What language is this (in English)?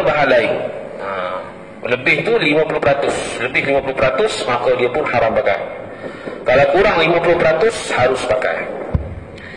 Malay